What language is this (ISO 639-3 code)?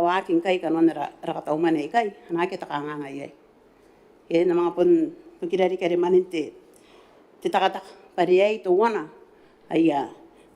gil